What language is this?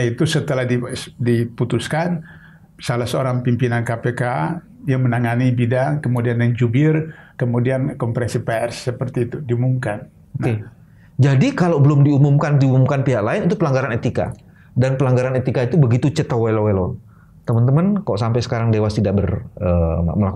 Indonesian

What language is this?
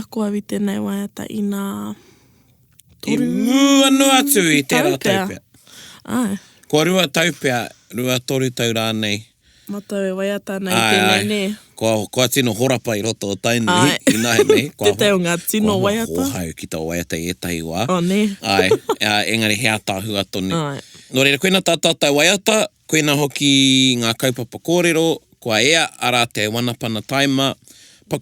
Māori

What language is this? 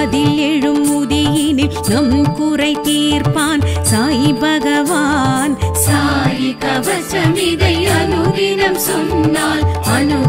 Tamil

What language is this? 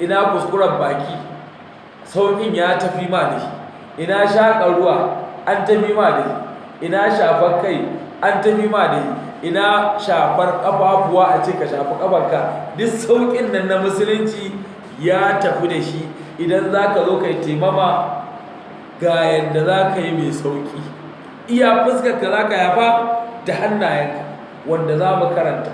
Hausa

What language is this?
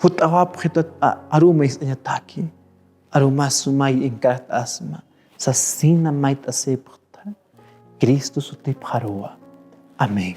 Aymara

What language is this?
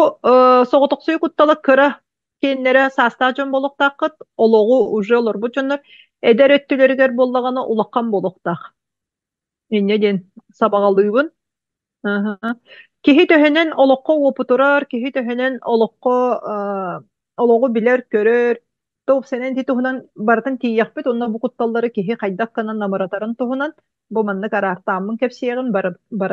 Yakut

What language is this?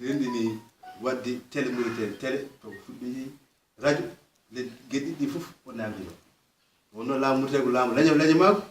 Fula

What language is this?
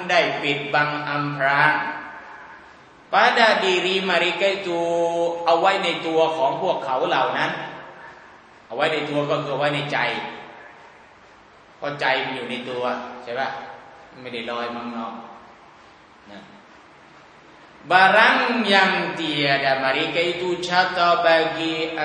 Thai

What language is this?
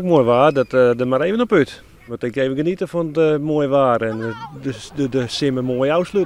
Western Frisian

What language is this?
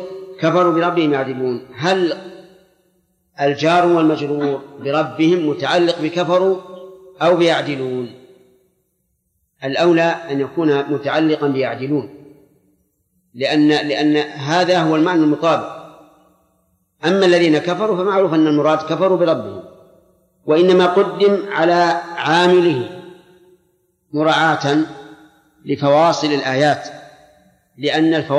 Arabic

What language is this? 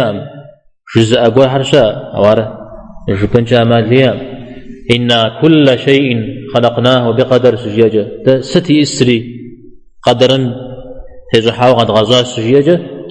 Kabardian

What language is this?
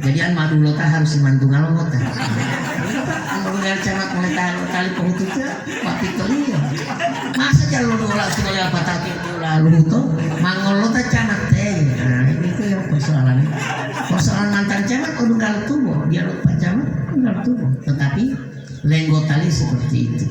Gorontalo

